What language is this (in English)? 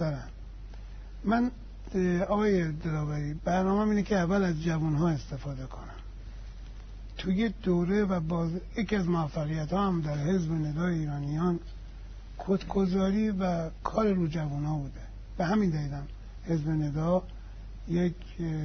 Persian